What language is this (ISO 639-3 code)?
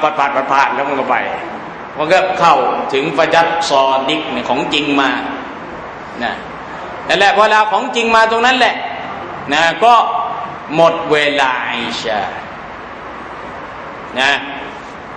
tha